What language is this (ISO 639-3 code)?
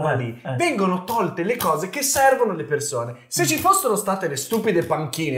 ita